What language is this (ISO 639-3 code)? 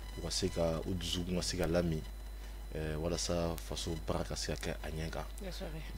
bam